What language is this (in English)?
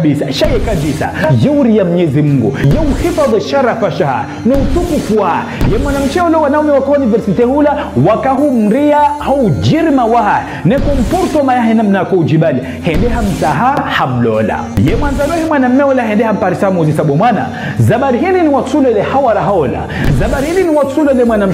Ngazidja Comorian